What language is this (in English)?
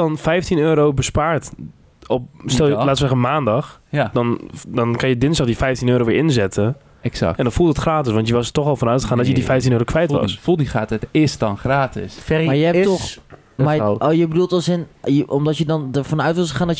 Dutch